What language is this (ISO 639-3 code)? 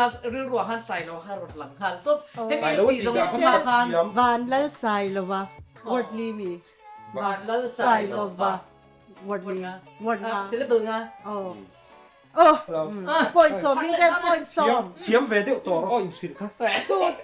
lus